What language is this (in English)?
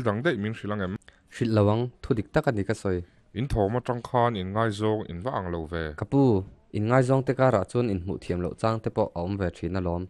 Mizo